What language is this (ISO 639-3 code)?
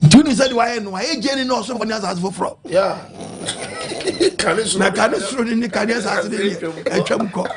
aka